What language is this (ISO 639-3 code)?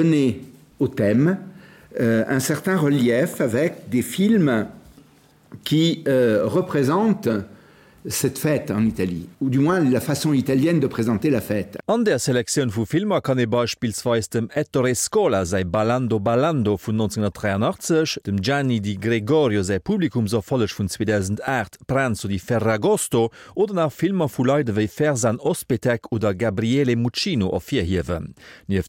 ltz